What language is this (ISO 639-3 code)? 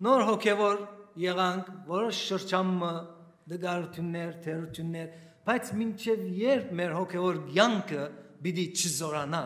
hyw